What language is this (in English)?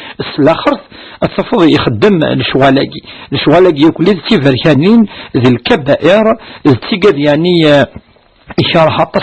Kabyle